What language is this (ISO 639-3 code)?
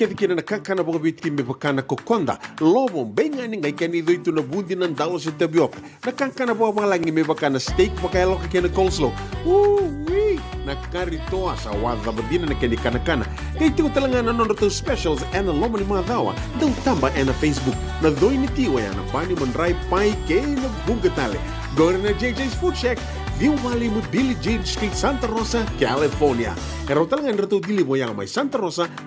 fij